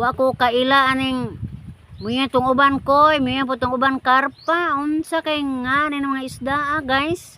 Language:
Cebuano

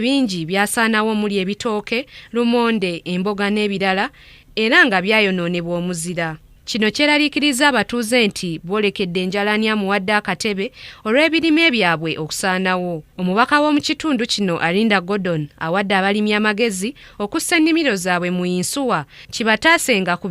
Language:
Ganda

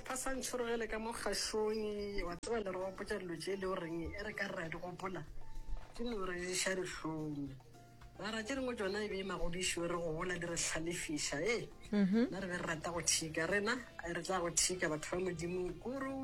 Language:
Northern Sotho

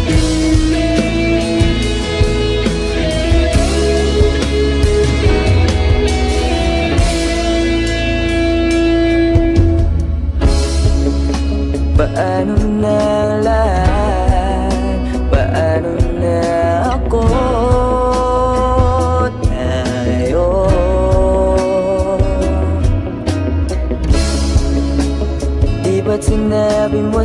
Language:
Filipino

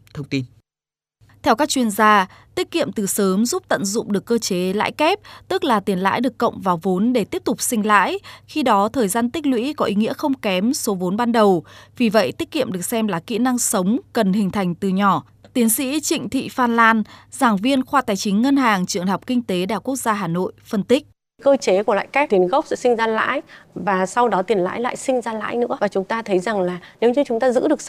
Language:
Vietnamese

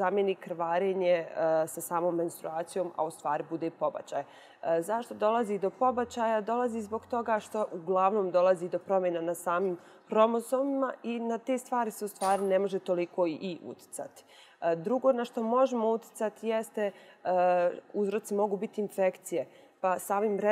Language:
Bosnian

